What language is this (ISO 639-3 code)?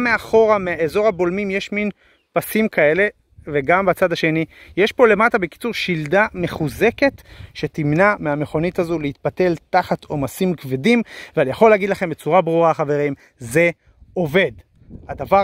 heb